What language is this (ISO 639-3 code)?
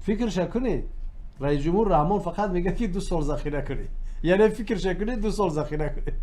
tgk